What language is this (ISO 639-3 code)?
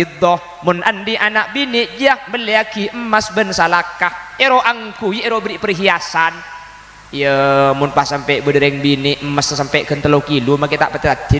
mad